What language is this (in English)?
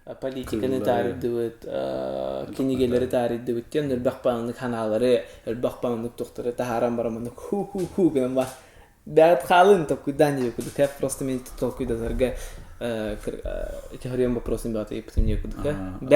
Yakut